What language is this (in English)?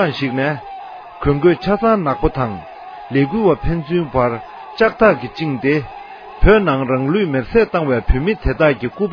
Tibetan